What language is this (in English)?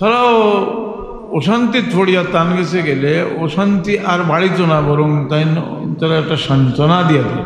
Sylheti